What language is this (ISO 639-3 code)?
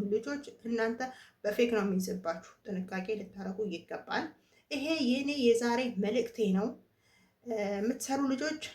amh